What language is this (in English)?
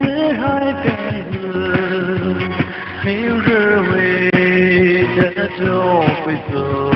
Poumei Naga